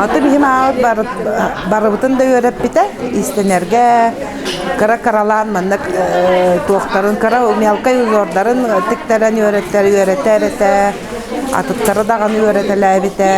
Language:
Yakut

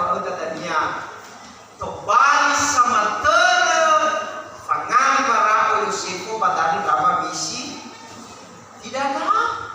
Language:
Nias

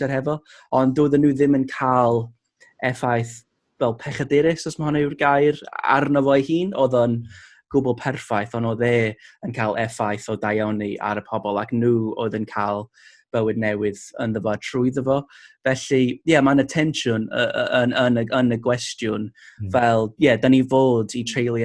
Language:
Welsh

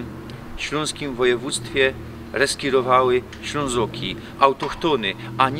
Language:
Silesian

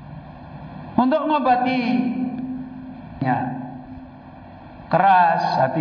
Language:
Indonesian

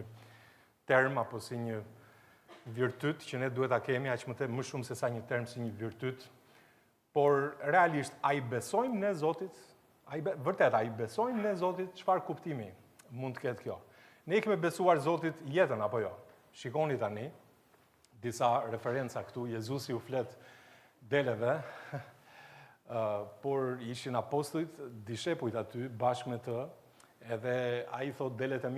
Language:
Albanian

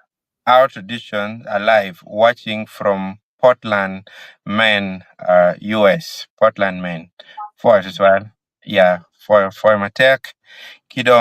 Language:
Acoli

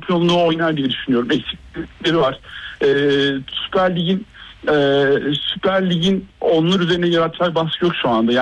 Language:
Turkish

